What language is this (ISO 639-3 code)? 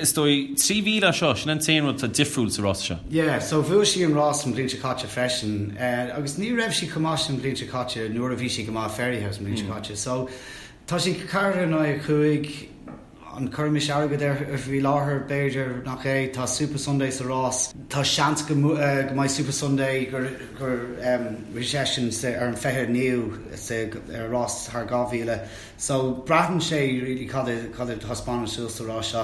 gle